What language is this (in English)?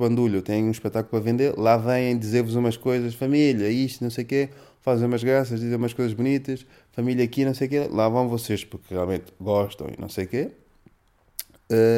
Portuguese